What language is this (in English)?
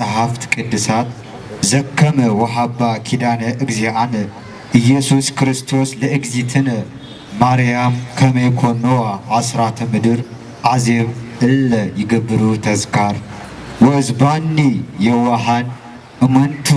Amharic